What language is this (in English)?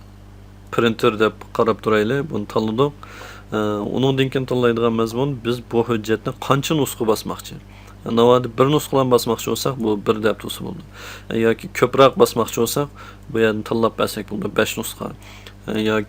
Uyghur